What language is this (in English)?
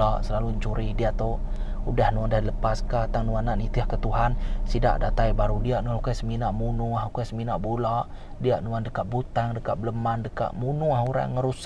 Iban